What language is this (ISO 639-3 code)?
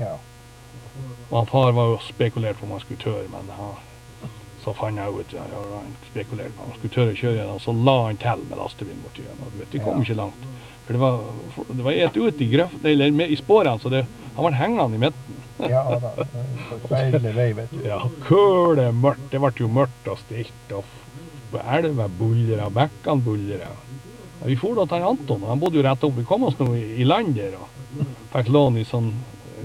nor